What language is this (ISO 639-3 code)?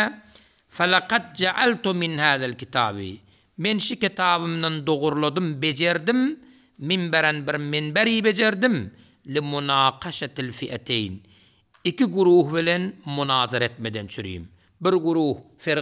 tuk